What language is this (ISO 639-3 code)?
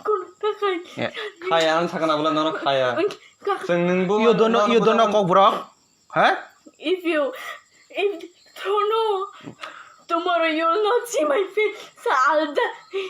trp